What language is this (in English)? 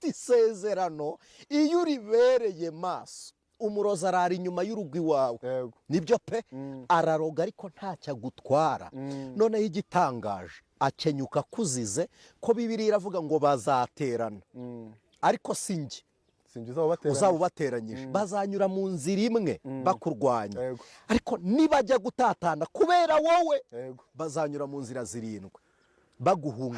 Kinyarwanda